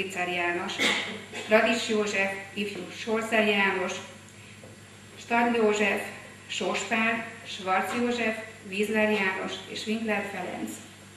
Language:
Hungarian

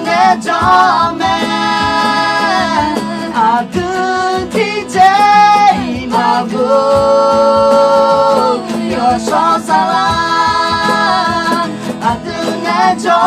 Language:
Akha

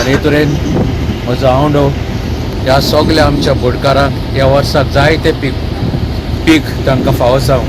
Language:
Konkani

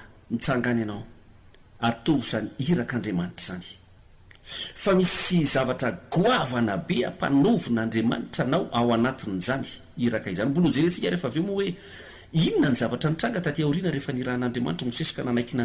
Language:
Malagasy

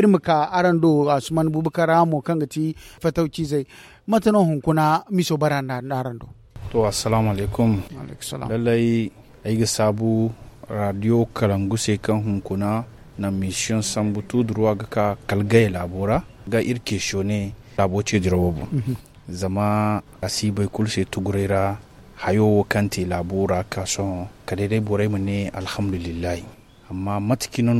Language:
Zarma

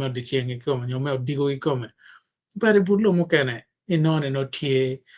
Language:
Acoli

